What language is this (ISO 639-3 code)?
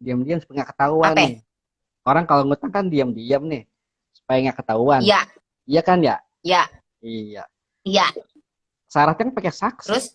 bew